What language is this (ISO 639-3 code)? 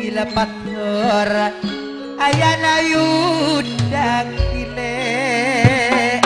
mad